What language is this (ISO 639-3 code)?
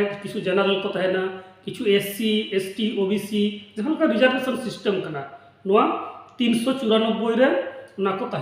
sat